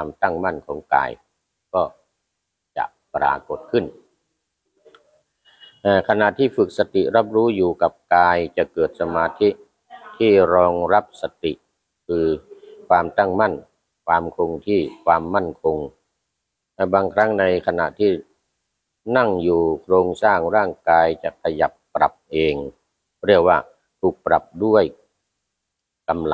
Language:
Thai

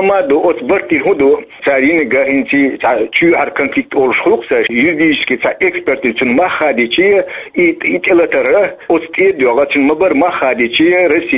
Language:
Chechen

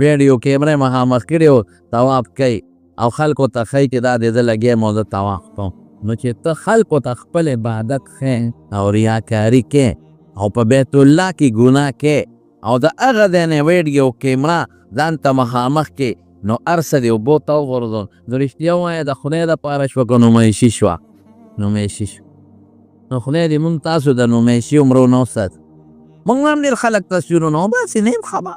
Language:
Pashto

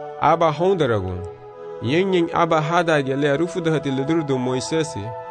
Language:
Garifuna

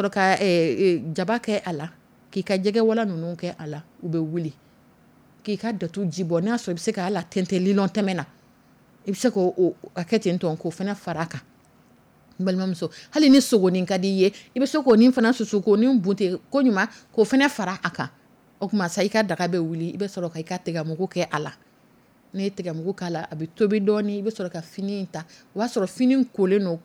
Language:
Dyula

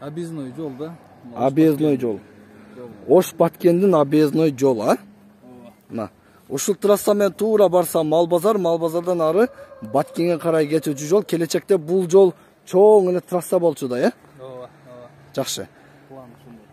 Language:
Kyrgyz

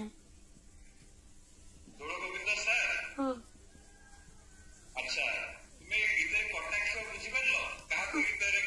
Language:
Odia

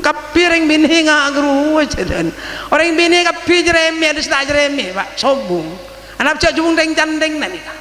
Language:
Madurese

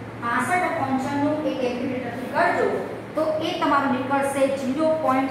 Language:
Gujarati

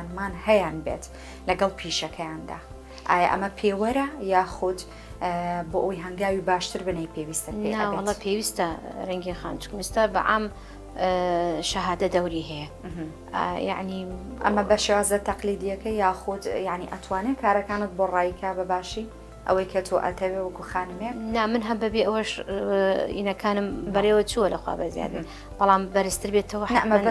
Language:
Central Kurdish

